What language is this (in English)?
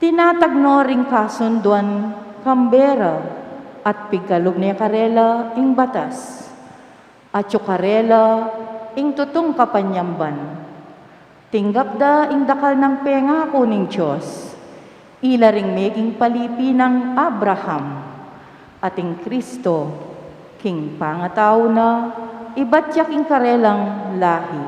Pampanga